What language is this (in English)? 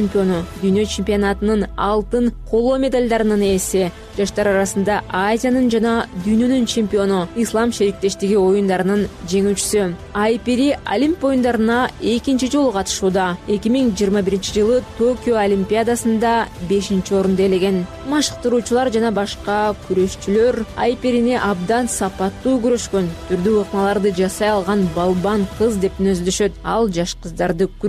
Kyrgyz